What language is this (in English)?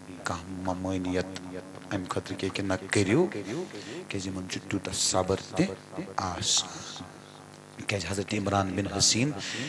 Kashmiri